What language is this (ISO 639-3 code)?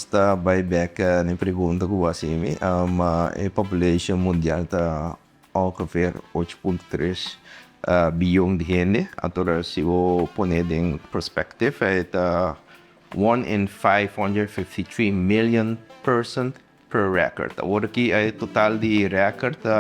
pap